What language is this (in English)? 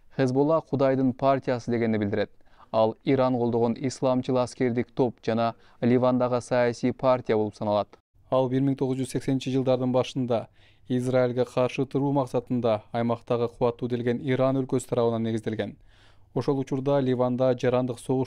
Kyrgyz